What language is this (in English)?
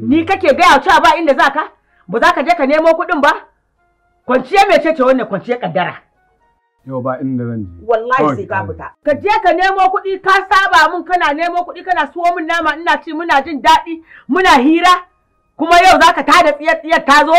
Hausa